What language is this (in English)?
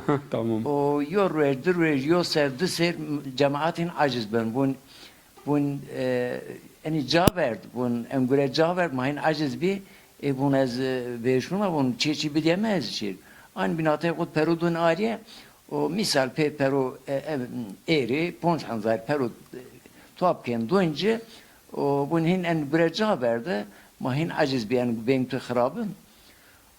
Zaza